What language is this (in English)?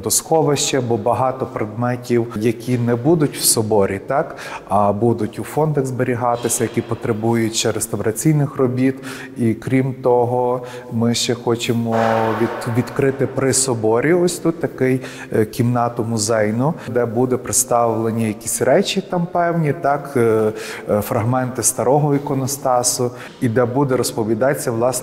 Ukrainian